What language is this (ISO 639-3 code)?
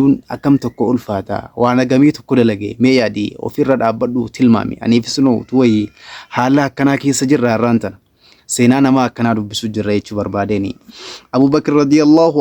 orm